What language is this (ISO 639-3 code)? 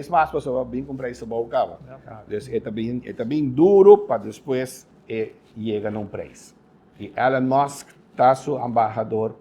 pap